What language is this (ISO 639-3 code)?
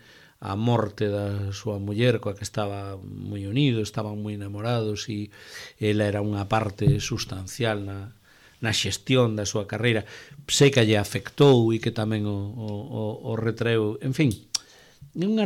glg